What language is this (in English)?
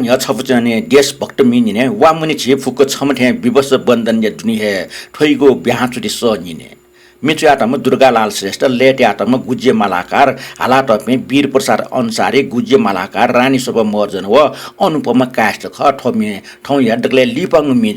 Newari